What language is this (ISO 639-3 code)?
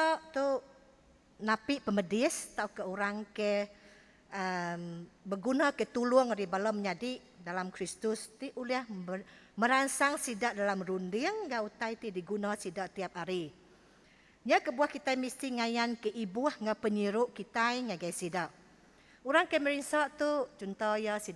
iba